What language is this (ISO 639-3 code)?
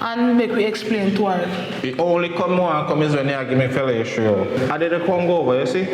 jam